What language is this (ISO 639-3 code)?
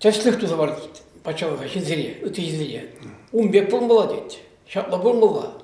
chv